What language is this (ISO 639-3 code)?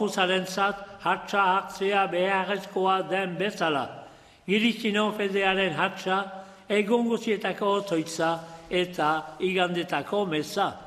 eus